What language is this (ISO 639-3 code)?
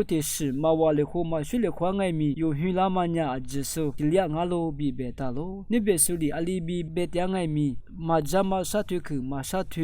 lis